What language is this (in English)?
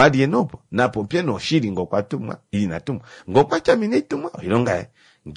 Kuanyama